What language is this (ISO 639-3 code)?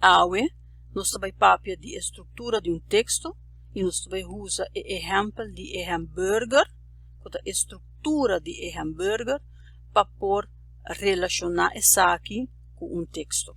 pap